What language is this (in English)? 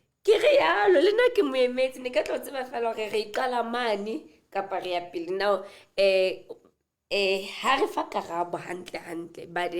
Southern Sotho